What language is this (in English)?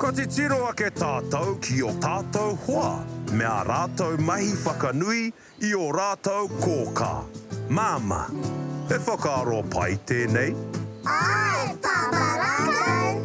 Māori